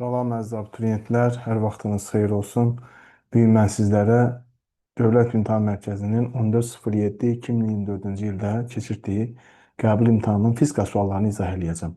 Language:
Azerbaijani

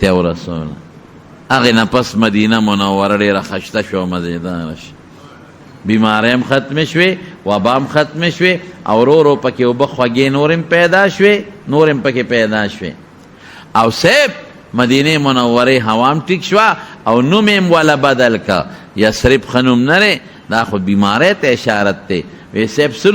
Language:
Pashto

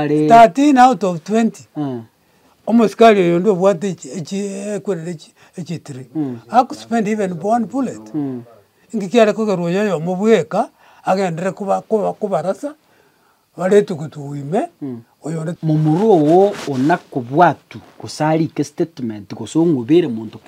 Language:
Gusii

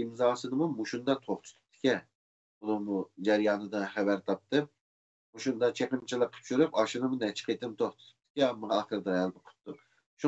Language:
Uyghur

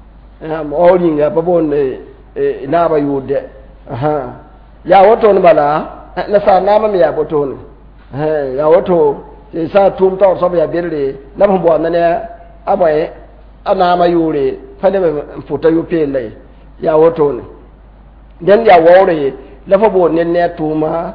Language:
Mossi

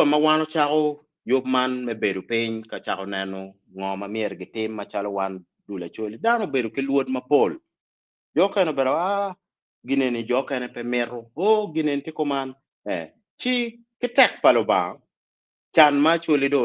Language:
Acoli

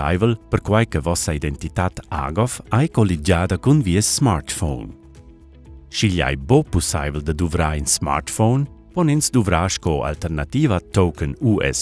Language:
Romansh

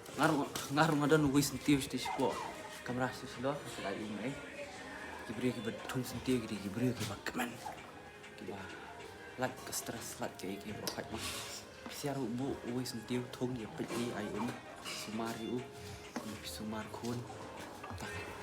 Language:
Khasi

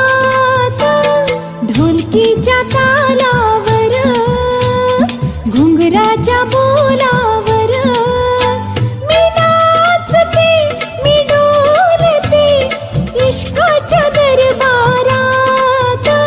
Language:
Marathi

